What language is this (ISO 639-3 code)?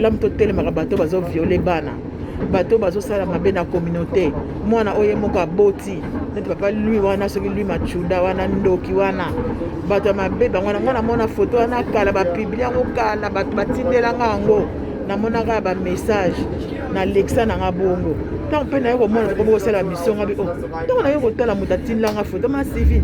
lin